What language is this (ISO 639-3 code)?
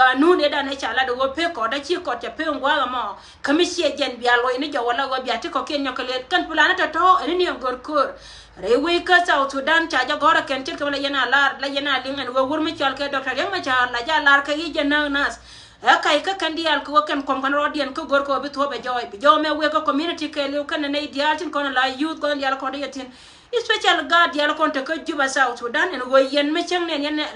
nus